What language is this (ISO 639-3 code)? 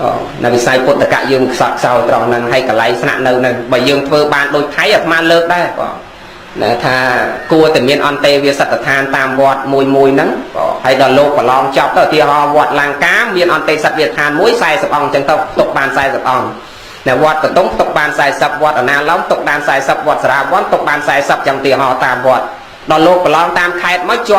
khm